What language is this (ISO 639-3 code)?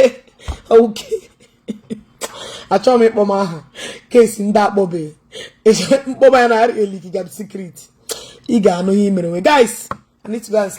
ibo